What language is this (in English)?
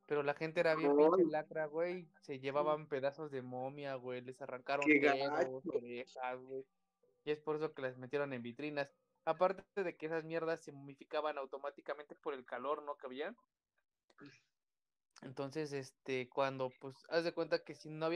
Spanish